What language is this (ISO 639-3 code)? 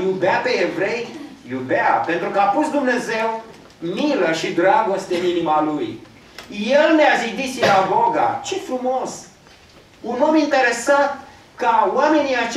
ron